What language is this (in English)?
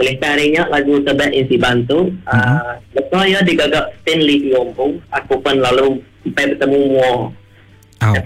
Iban